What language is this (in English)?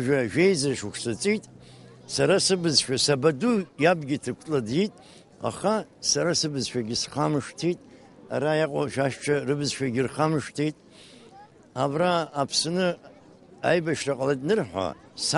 Abkhazian